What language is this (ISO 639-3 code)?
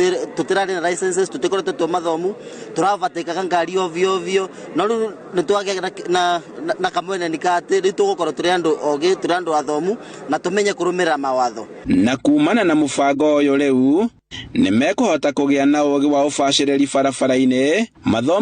kik